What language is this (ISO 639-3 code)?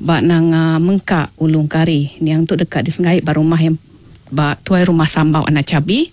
iba